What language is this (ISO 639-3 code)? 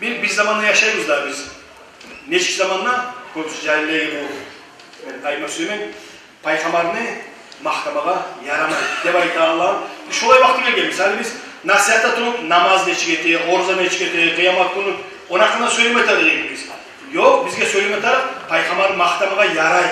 kum